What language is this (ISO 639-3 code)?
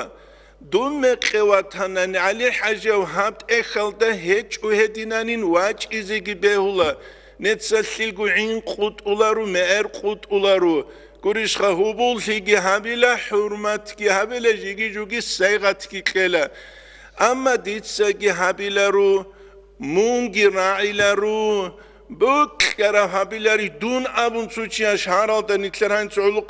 ava